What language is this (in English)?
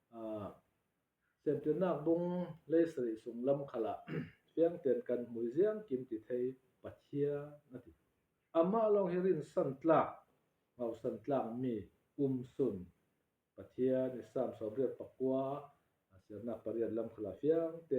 Falam Chin